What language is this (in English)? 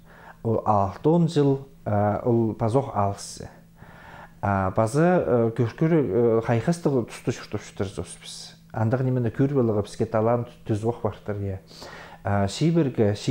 Khakas